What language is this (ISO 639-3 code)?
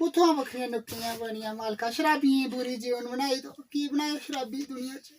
doi